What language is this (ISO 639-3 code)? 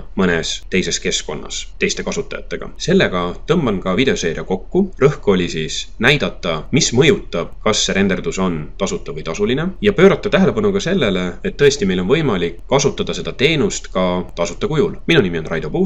est